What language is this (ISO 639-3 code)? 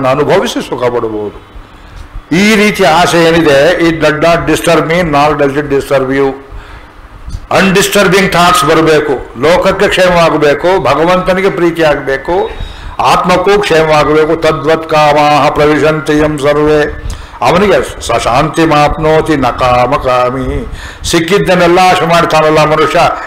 kan